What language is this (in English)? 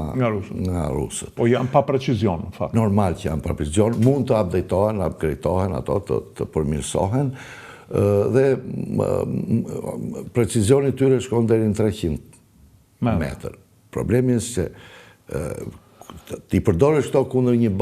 Albanian